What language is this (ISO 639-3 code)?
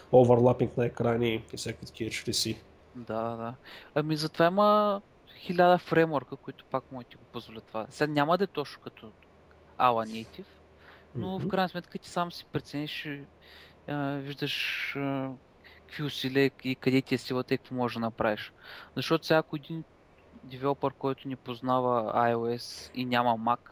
bul